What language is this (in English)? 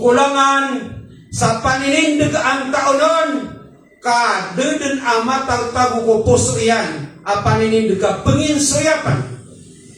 Maranao